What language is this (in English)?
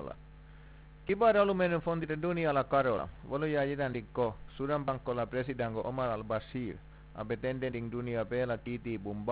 Mandingo